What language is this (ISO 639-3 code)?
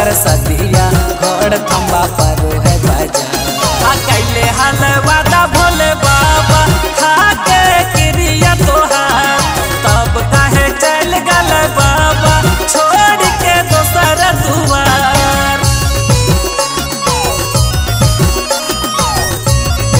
bho